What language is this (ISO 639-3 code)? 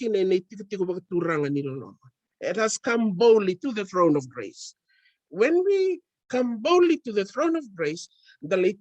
fij